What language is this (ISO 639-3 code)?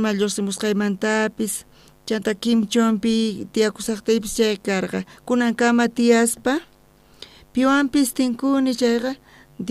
quh